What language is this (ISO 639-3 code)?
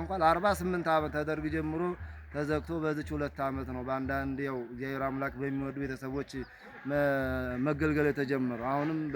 amh